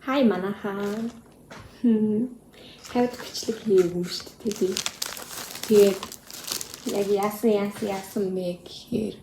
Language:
Mongolian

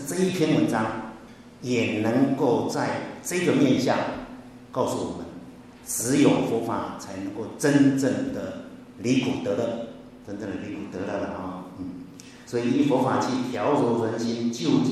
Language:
Chinese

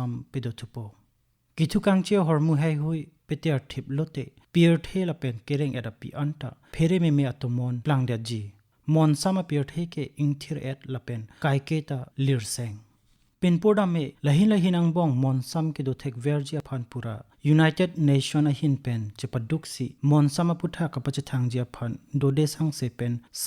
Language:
Karbi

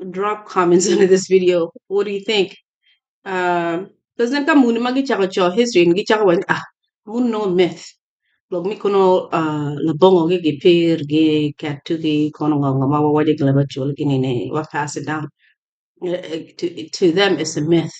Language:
Acoli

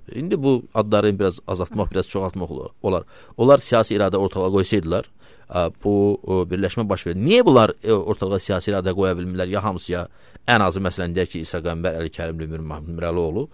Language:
Azerbaijani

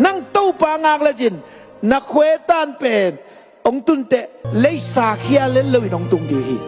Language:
Tedim Chin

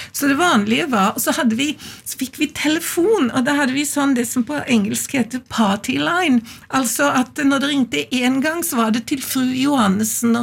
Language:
Norwegian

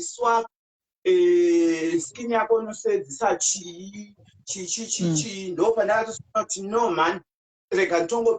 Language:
Shona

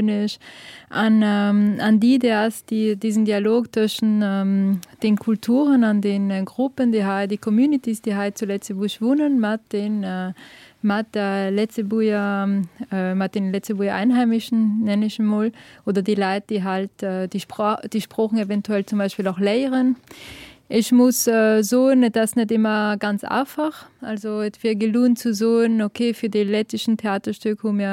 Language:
Luxembourgish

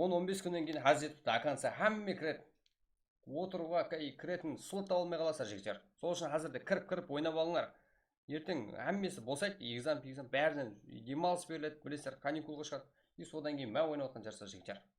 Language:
Kara-Kalpak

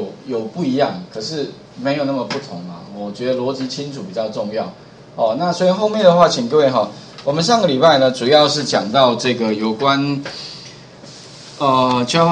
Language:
Chinese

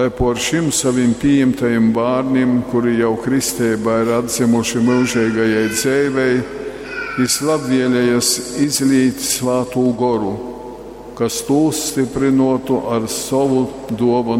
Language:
Latgalian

